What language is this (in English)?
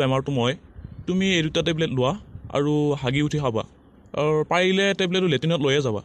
Assamese